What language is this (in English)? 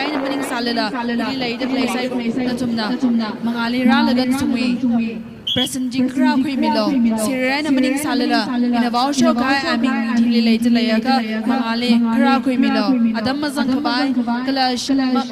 Tangkhul Naga (India)